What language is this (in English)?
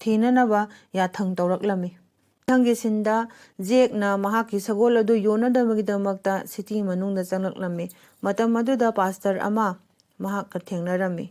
Manipuri